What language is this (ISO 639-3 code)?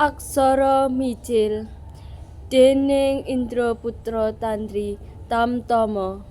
jav